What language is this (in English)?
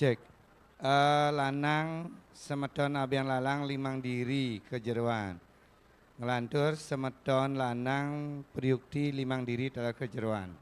Balinese